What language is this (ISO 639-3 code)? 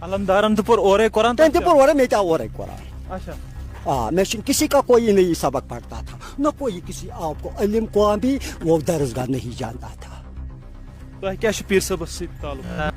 kas